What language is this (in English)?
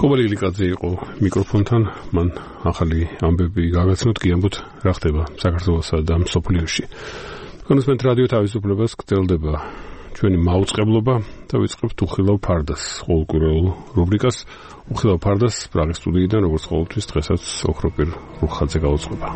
Georgian